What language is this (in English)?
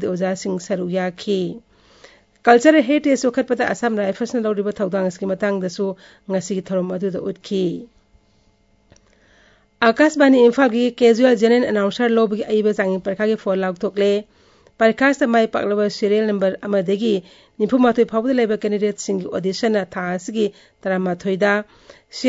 Hindi